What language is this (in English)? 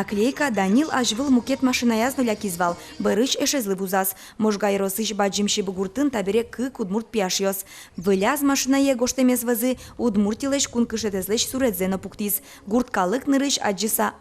Udmurt